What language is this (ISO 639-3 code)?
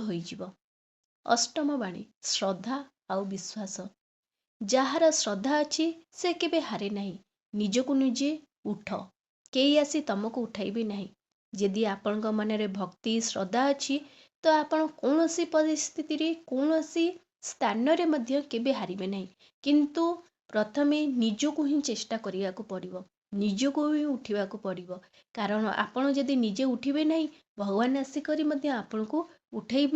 ori